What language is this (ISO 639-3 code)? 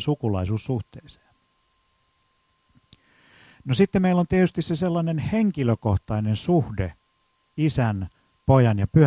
fin